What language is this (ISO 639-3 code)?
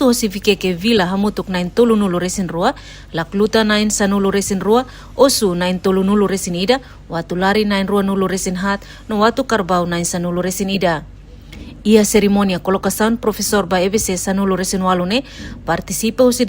tet